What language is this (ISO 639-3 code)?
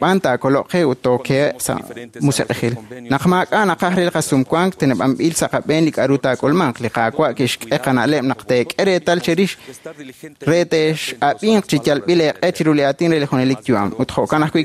kek